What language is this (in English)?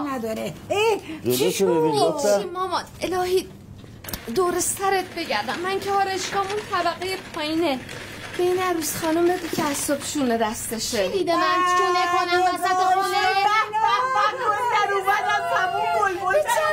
Persian